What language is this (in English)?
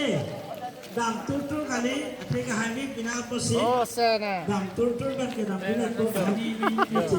Karbi